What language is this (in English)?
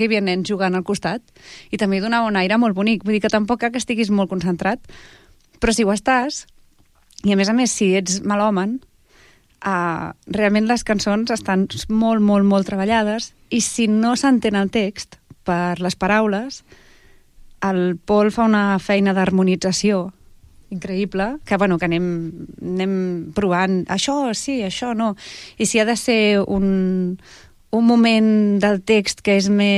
Catalan